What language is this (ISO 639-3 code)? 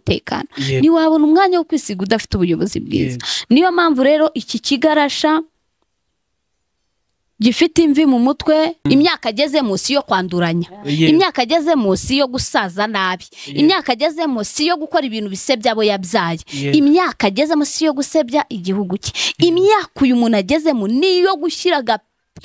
kin